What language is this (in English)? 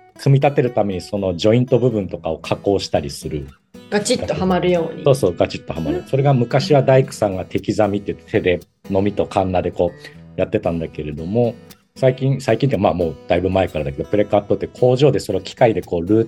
Japanese